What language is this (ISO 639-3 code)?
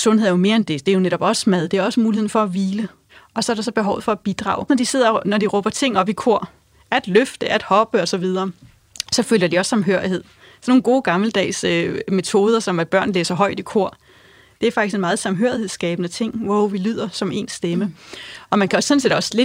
dan